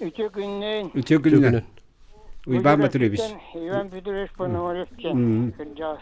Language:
Yakut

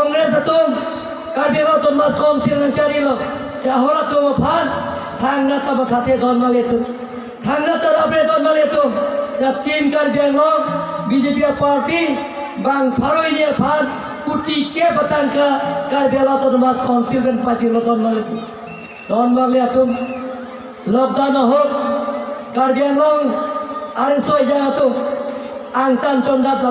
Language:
Karbi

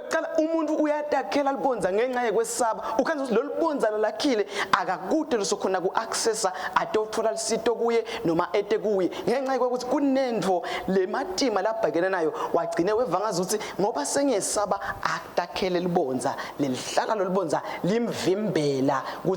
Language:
Swati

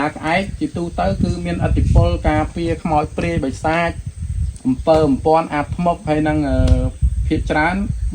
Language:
Khmer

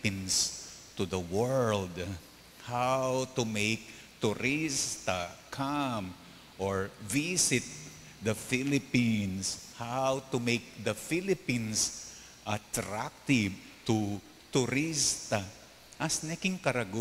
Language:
Pampanga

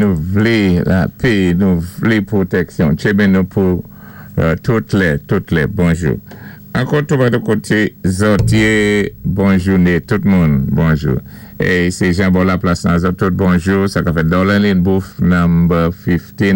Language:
Saint Lucian Creole French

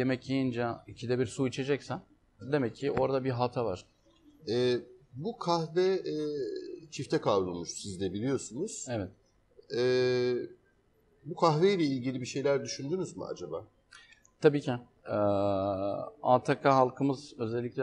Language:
Turkish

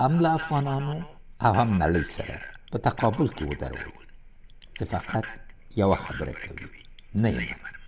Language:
Pashto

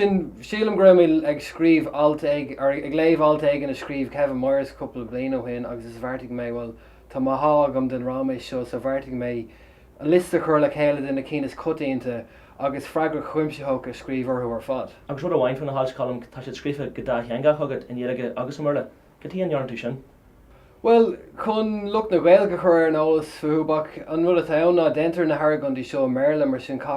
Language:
Irish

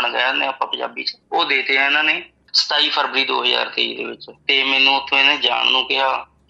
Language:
Punjabi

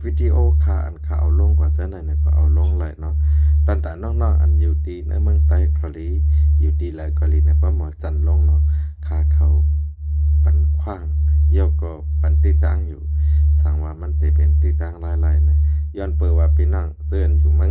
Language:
Shan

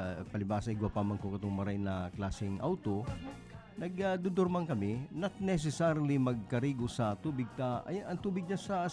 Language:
Bikol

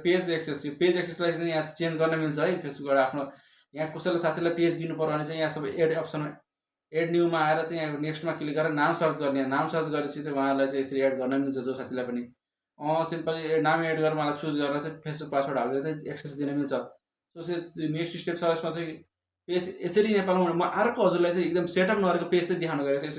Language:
Nepali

